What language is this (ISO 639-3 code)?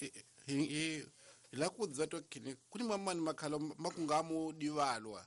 tso